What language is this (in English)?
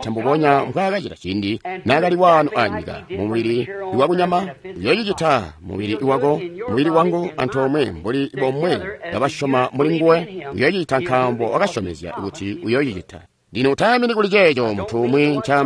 Tonga (Zambia)